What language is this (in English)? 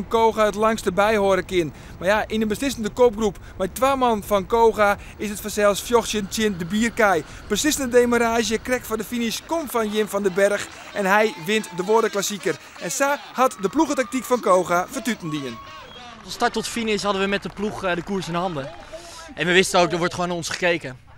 Western Frisian